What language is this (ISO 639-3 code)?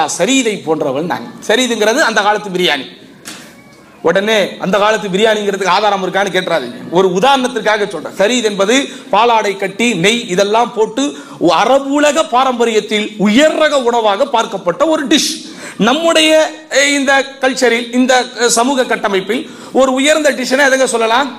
tam